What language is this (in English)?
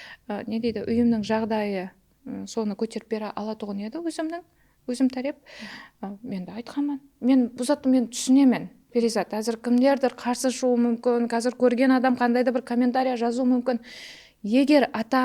Kara-Kalpak